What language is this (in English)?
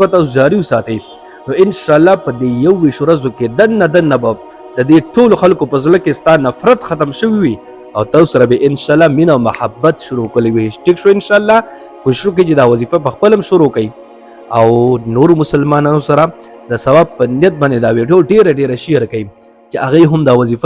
Pashto